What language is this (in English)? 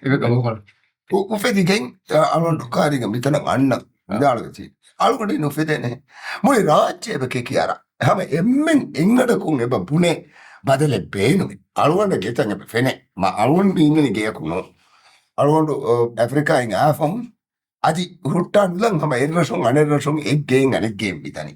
Divehi